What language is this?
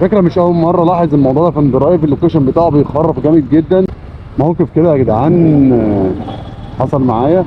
Egyptian Arabic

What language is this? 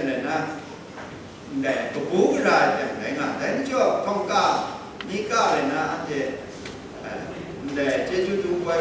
Kachin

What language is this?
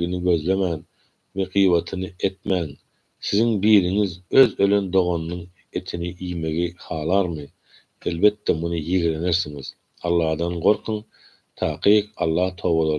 Turkmen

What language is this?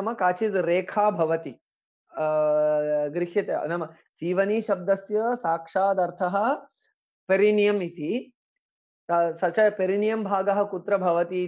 Sanskrit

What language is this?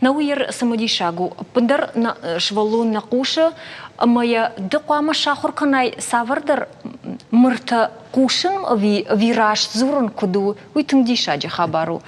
Ossetic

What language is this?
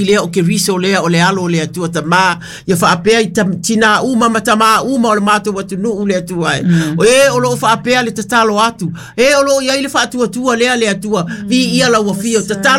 Samoan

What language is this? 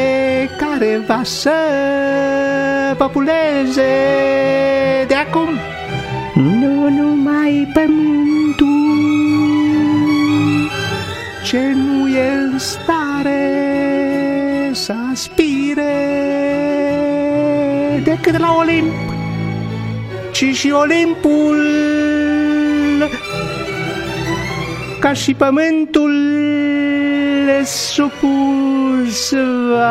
Romanian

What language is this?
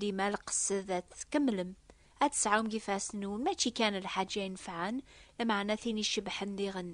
Kabyle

